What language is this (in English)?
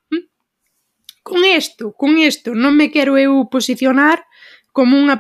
Galician